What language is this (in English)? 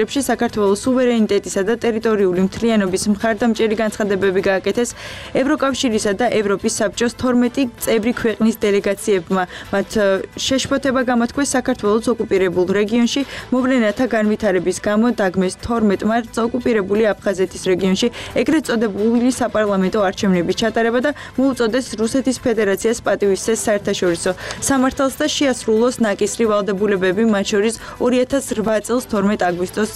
Georgian